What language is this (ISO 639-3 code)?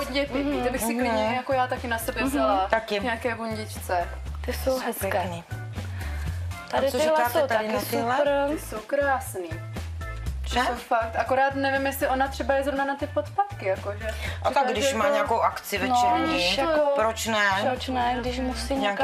ces